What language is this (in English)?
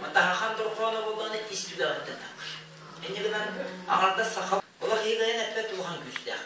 Yakut